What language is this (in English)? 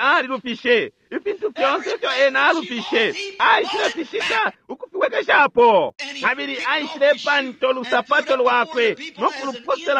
Bemba